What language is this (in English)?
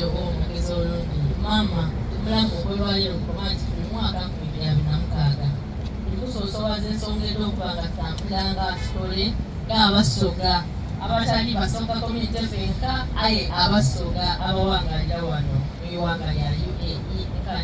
Soga